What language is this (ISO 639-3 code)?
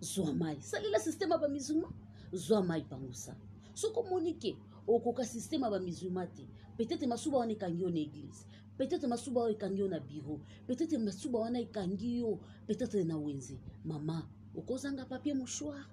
lin